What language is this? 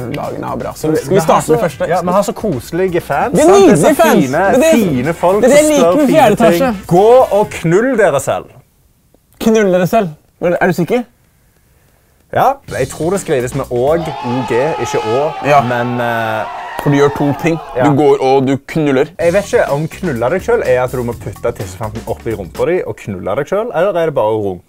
Norwegian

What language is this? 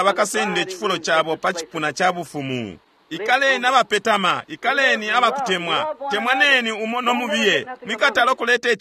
Bemba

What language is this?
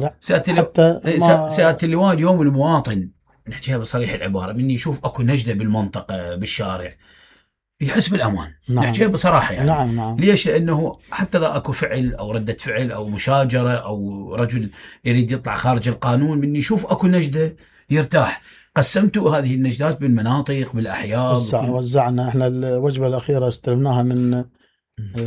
Mesopotamian Arabic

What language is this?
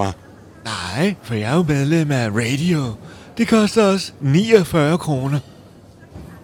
Danish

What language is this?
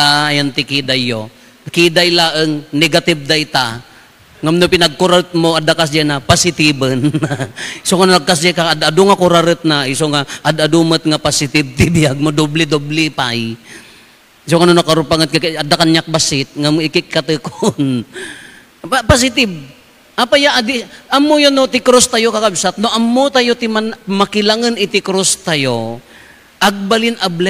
Iloko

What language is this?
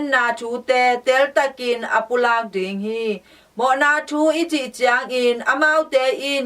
Tedim Chin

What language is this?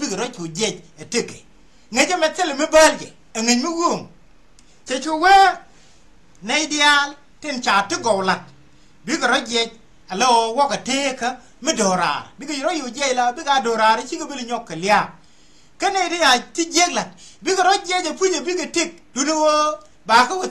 Nuer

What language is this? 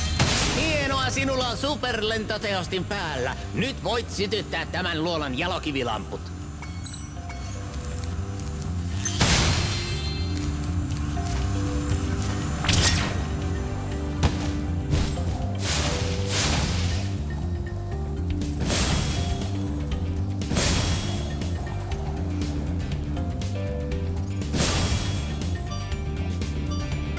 Finnish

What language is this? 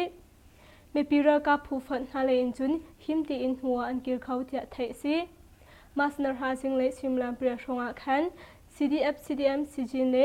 Hakha Chin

